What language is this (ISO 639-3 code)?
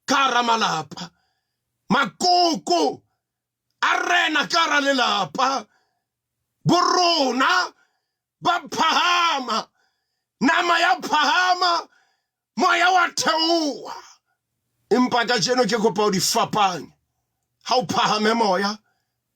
sot